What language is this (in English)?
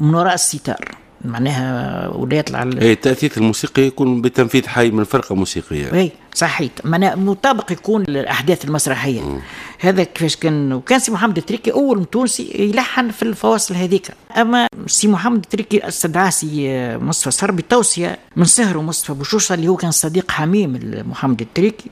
Tunisian Arabic